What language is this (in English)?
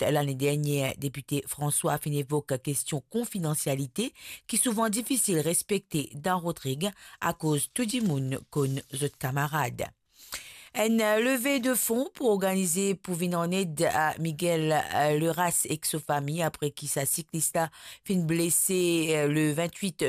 Morisyen